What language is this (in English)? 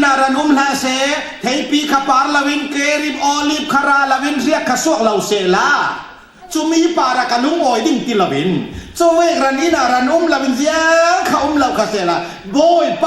Falam Chin